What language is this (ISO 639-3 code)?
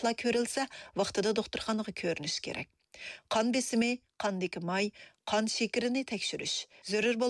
uig